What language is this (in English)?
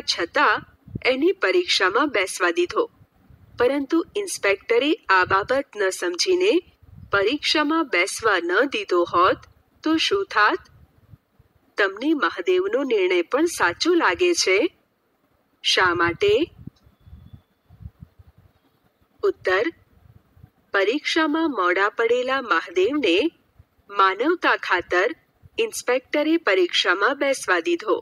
Gujarati